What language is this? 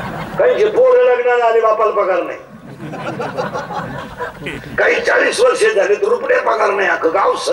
Marathi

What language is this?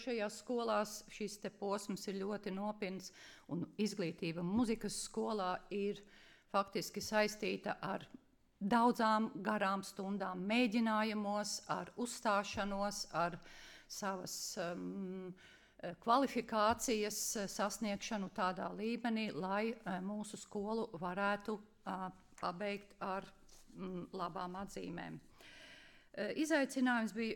Latvian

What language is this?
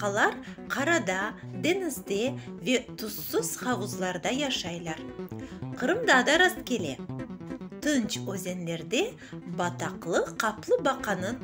Crimean Tatar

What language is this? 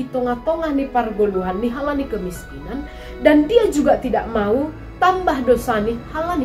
Batak Simalungun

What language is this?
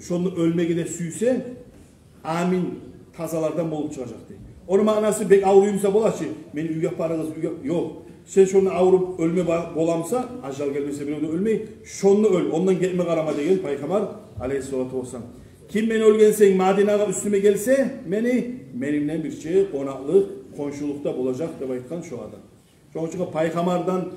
Kumyk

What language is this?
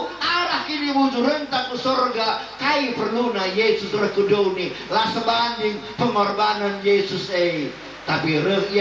Batak Karo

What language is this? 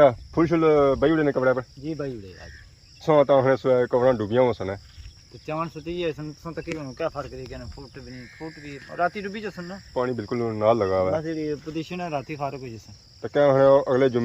Pahari-Potwari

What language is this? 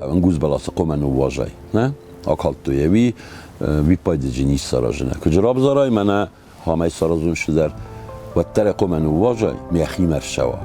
Ossetic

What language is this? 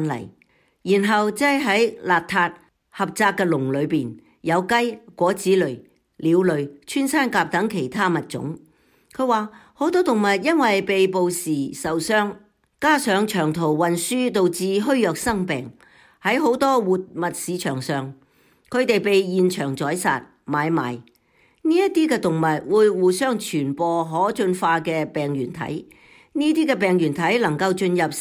Cantonese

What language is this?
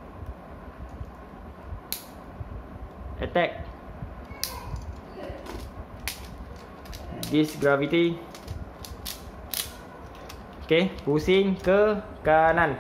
Malay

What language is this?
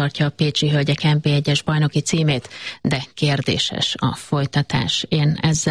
Hungarian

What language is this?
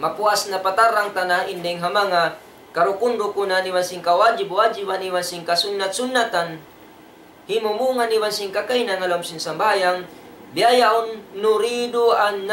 Tausug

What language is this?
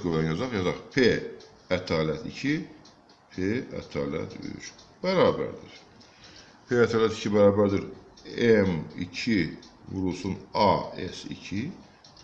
Azerbaijani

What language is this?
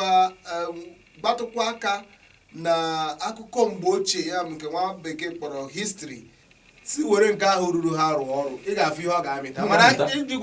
Igbo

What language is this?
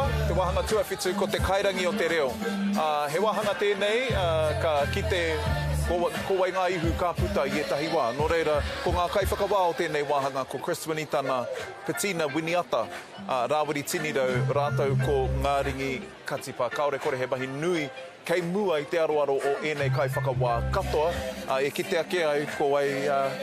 Māori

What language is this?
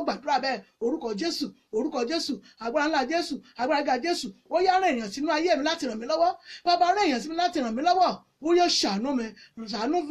Yoruba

